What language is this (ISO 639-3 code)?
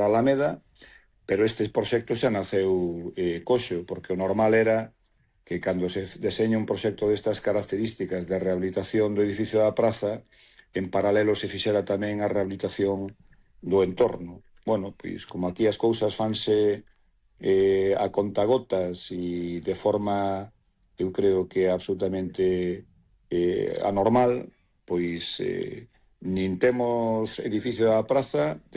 glg